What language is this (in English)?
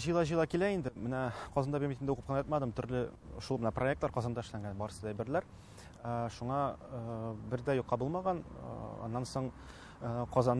Tatar